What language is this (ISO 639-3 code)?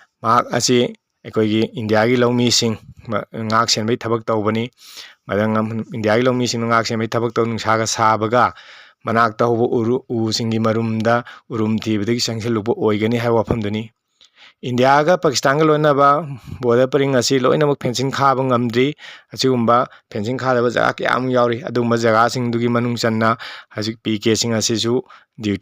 mni